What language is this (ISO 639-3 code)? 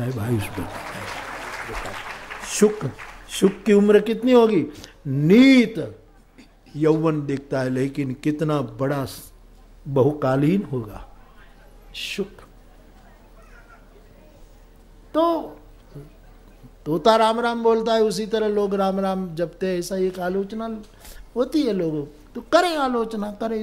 hin